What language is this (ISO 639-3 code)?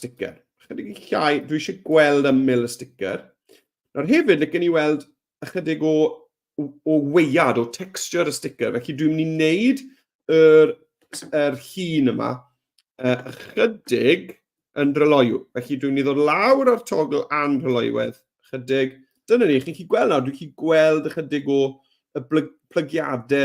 cym